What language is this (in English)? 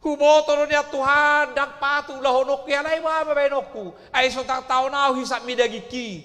Batak Toba